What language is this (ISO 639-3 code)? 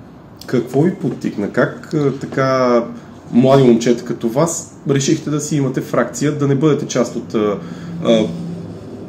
bul